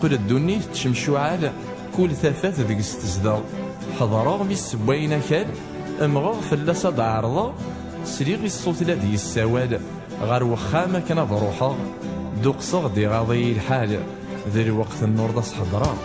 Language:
Kabyle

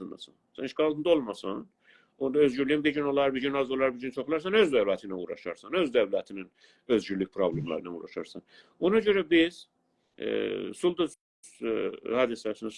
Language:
South Azerbaijani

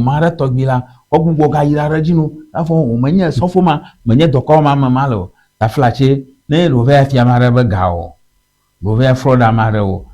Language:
Ewe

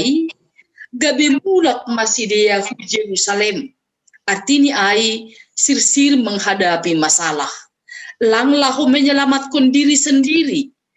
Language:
Batak Simalungun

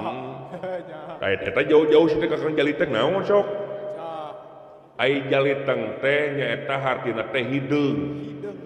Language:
Sundanese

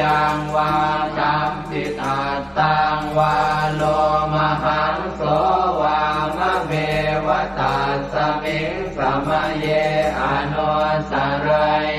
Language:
Pali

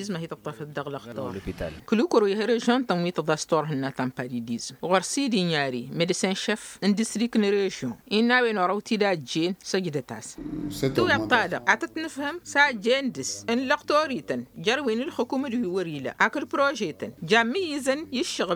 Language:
Tamasheq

